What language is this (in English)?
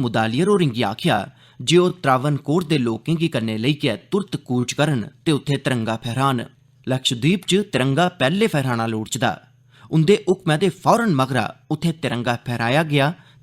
Dogri